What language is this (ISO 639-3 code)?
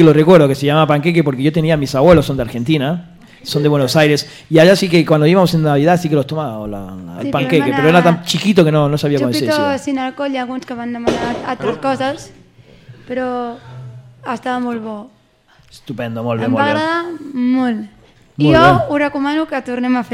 cat